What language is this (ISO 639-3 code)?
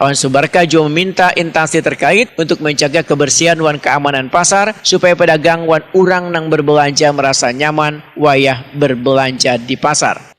bjn